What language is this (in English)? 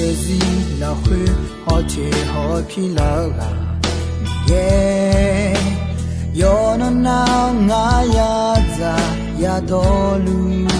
Akha